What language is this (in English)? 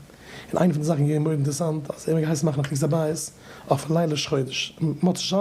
Yiddish